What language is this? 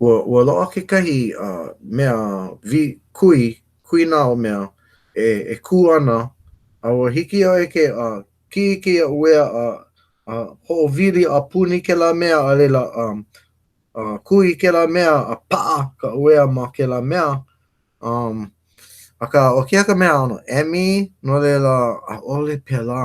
Hawaiian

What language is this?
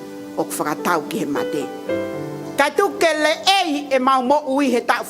Tongan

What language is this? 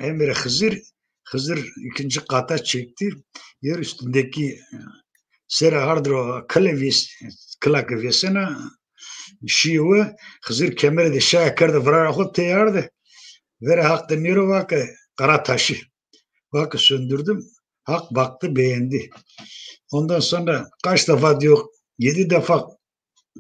Zaza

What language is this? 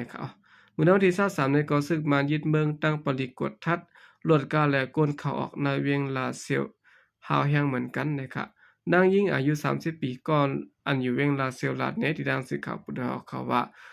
Shan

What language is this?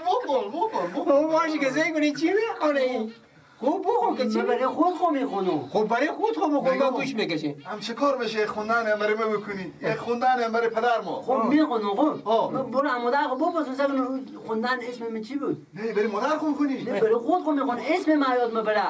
Persian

